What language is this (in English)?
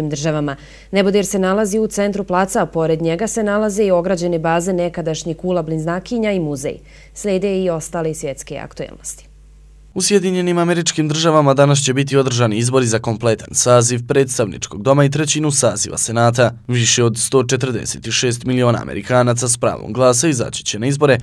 Bosnian